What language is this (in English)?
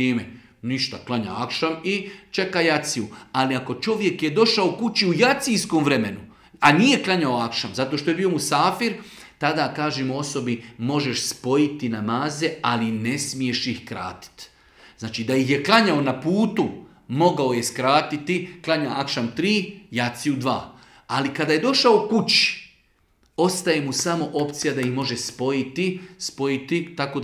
Bosnian